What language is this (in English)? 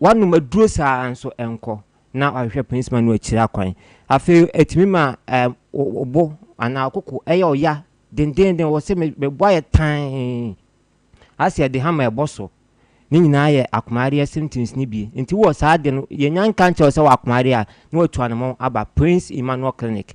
Akan